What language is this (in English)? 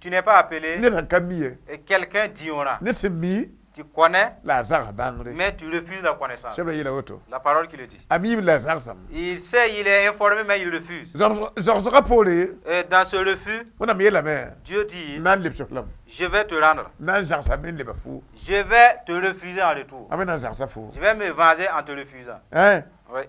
Mossi